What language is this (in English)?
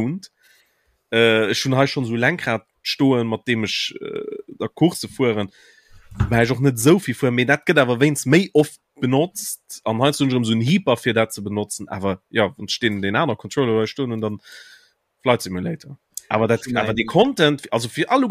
Luxembourgish